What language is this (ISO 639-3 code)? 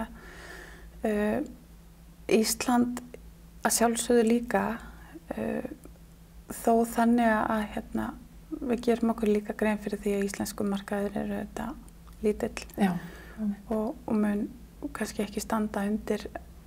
isl